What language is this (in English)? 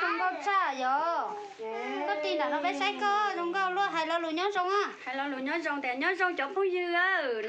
Hmong